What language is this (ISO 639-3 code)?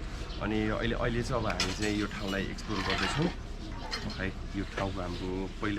nep